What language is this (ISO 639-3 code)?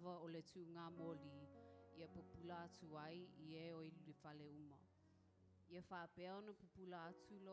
smo